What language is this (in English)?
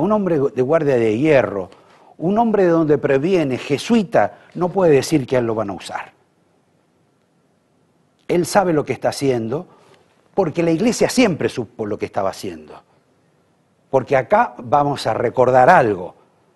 Spanish